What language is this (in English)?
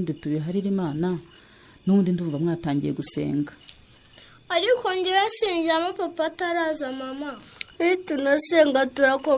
Kinyarwanda